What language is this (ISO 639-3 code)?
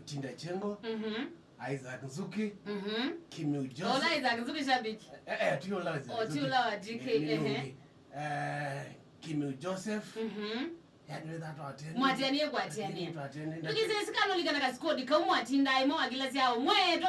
kam